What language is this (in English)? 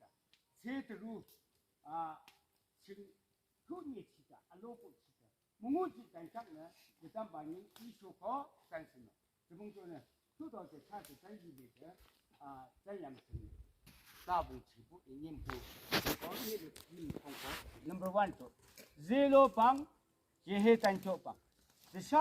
Yimchungru Naga